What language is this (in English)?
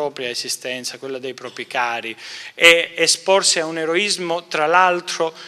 Italian